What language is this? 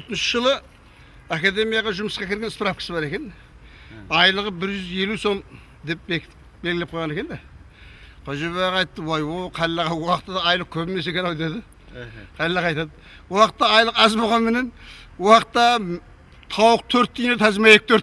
Kara-Kalpak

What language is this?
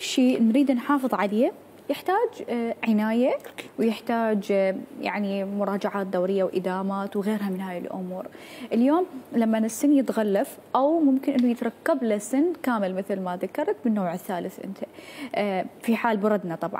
Mesopotamian Arabic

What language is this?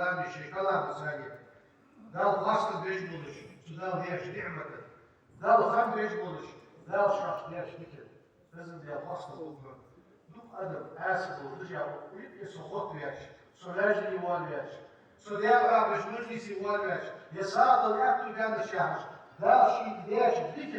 Ingush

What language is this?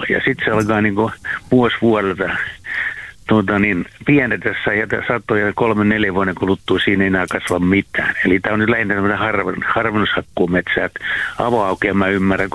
Finnish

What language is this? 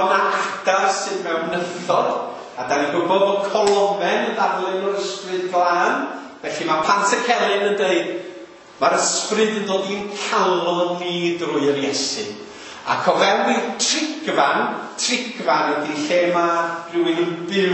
Welsh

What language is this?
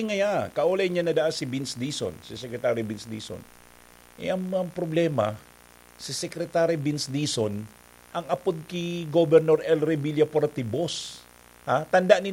Bikol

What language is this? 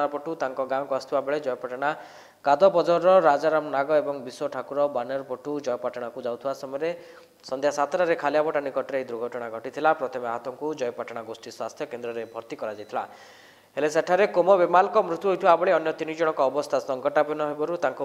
Odia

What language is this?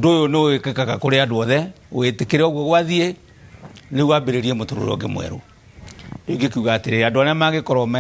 Kikuyu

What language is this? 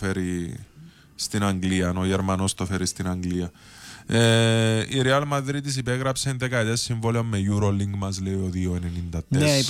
Greek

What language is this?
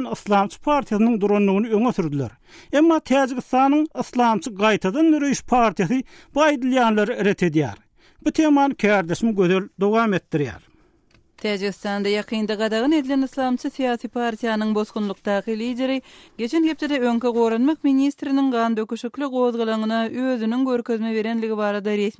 Turkmen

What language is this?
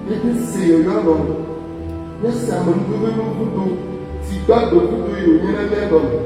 Ewe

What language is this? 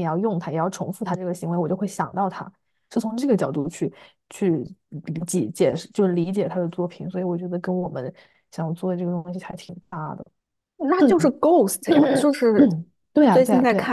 Chinese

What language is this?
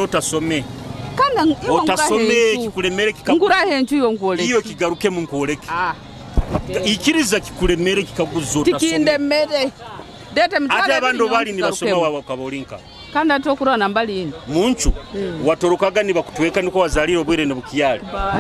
Nyoro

